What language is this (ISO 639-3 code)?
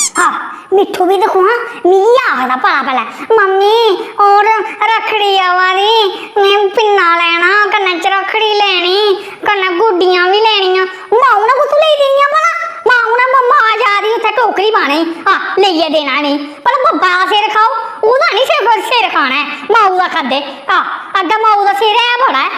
doi